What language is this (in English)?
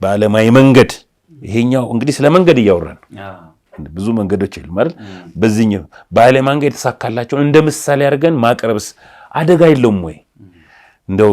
Amharic